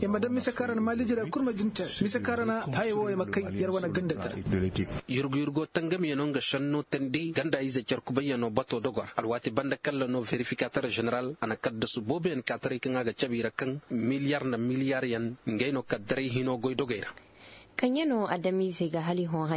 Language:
Zarma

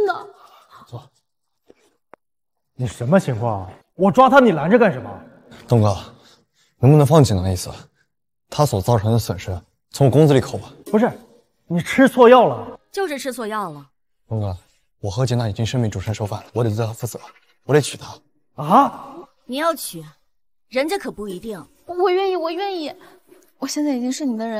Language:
Chinese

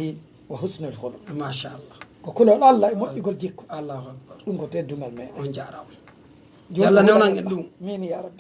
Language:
Pular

